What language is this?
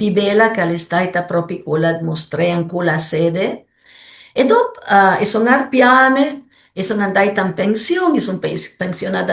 Piedmontese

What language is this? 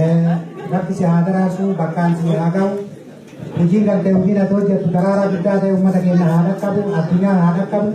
Oromo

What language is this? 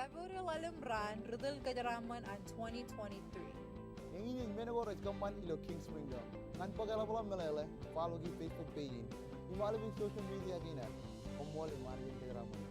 Marshallese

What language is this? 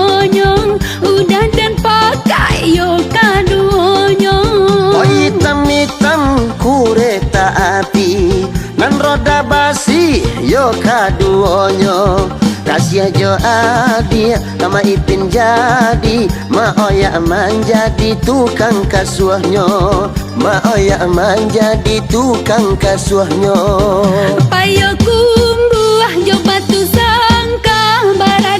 Minangkabau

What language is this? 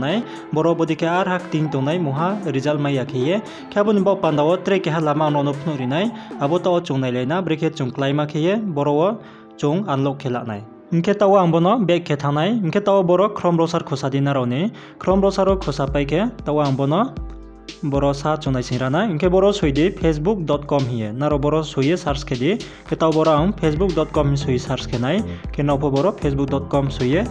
Riang (India)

